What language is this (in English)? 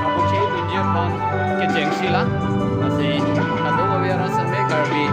Karbi